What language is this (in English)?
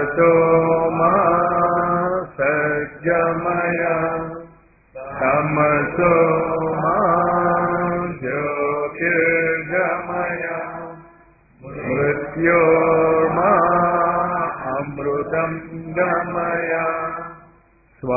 Telugu